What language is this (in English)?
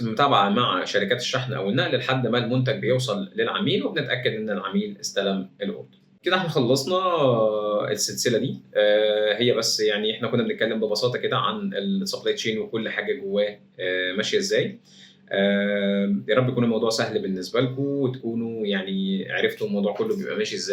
Egyptian Arabic